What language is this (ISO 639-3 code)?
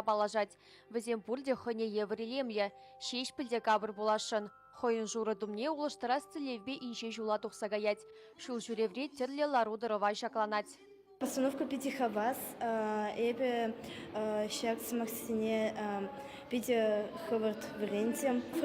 chv